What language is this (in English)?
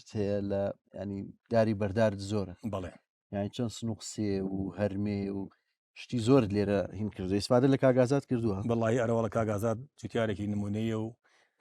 Central Kurdish